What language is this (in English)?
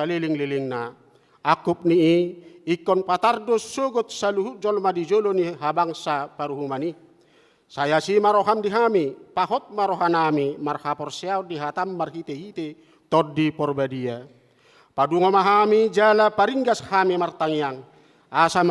Batak Toba